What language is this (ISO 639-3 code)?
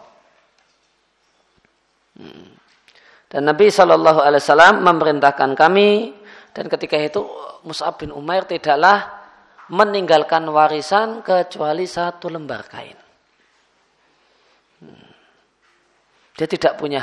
ind